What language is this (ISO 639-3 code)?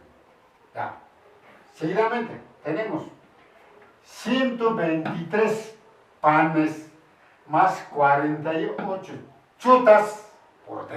que